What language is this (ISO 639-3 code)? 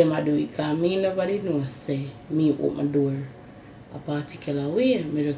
jam